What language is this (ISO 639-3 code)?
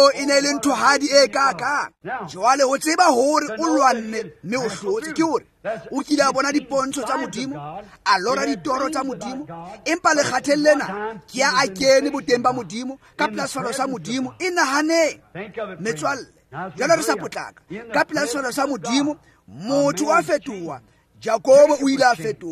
tsn